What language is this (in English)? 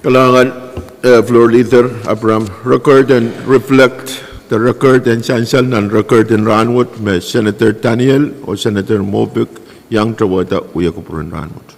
Pohnpeian